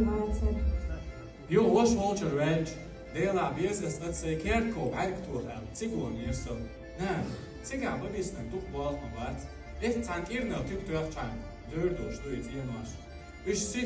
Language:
Chechen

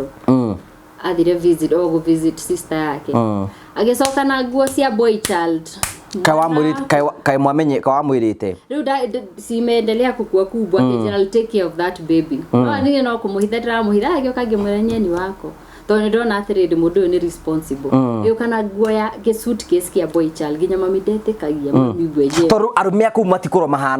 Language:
Kikuyu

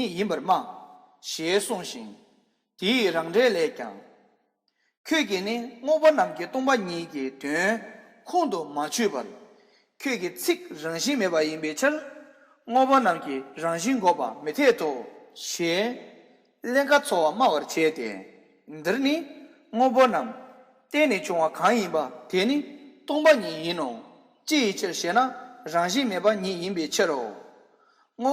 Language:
Tibetan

